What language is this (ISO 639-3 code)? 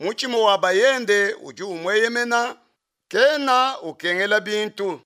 lua